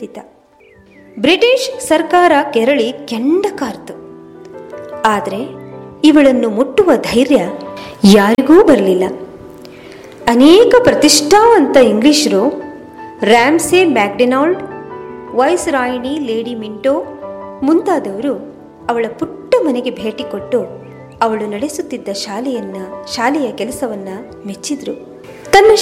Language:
Kannada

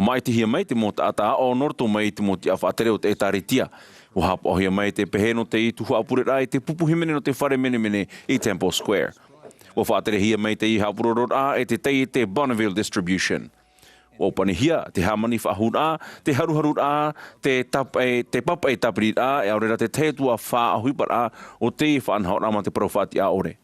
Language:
Tahitian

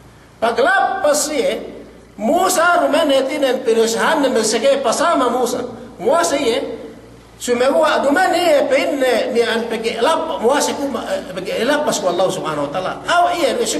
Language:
Yakan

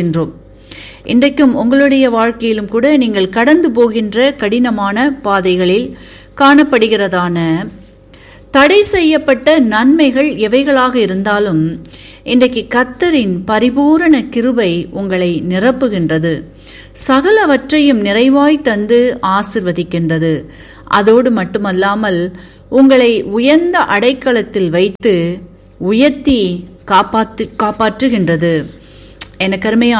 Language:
Tamil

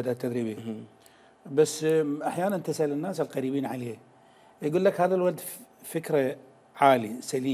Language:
Mesopotamian Arabic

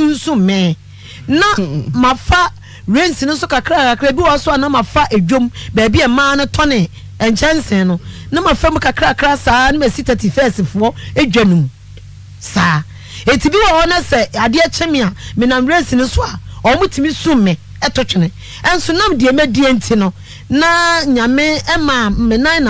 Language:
Akan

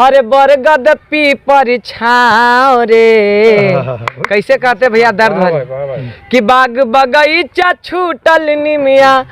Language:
Magahi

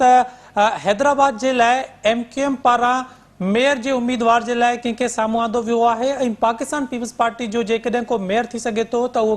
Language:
Sindhi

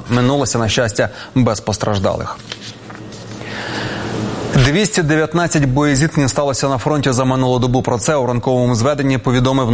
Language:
Ukrainian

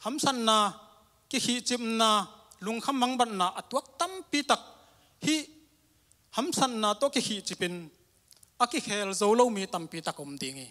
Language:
Tedim Chin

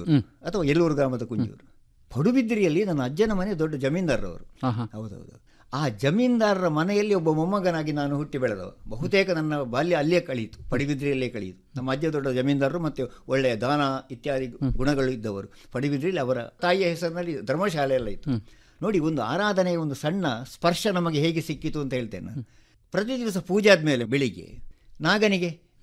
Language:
Kannada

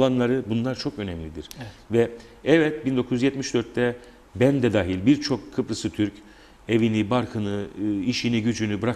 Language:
Turkish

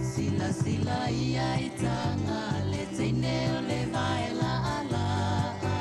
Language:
Samoan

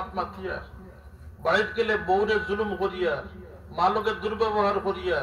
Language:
Sylheti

